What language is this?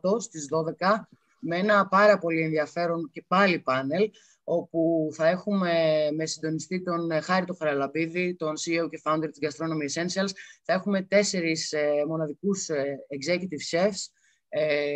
Greek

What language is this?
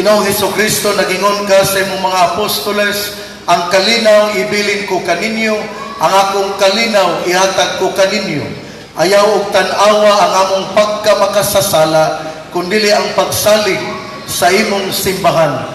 Cebuano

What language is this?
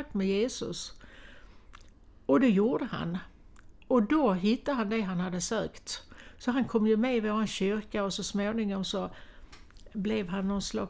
Swedish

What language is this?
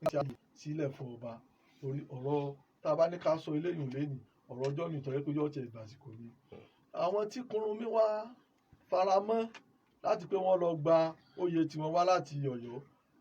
Yoruba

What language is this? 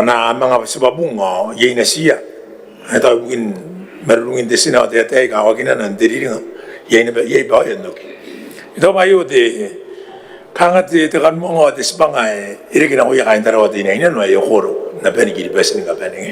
Gilbertese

